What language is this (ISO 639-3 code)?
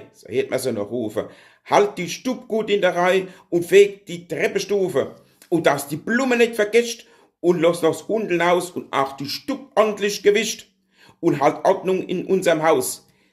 pfl